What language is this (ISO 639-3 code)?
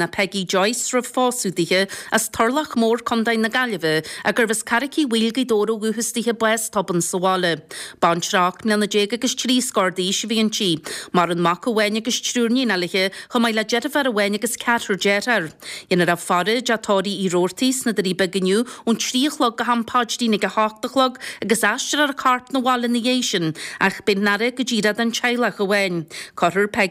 gle